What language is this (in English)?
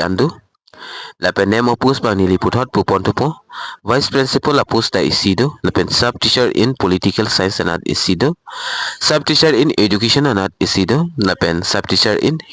Karbi